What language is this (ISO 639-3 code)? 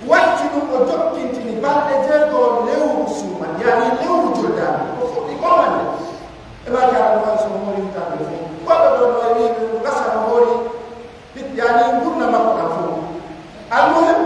fuf